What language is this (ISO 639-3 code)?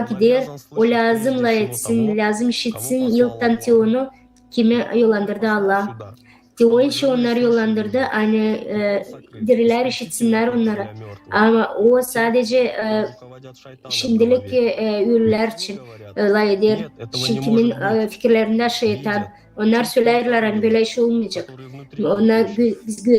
gag